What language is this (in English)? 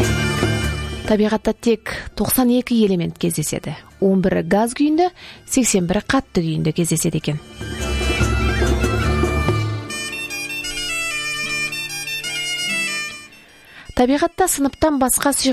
Kazakh